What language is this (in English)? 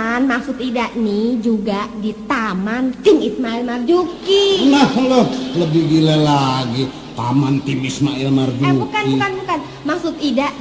Betawi